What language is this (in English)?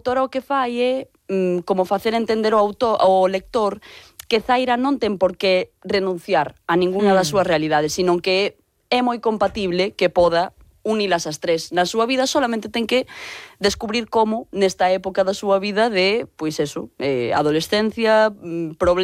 Galician